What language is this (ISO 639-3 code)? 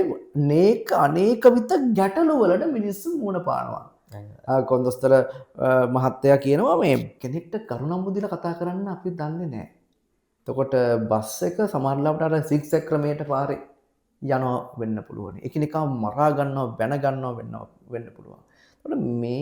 sin